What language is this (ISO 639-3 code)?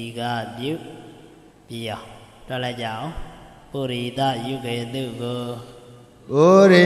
mya